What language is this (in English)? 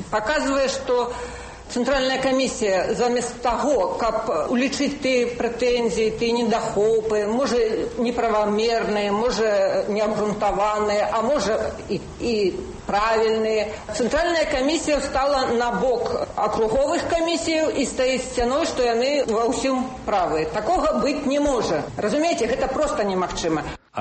Belarusian